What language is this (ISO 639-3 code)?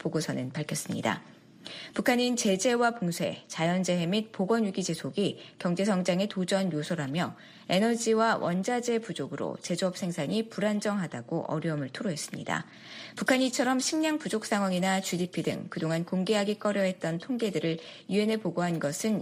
kor